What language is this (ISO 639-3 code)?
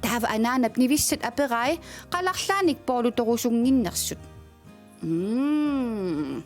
kal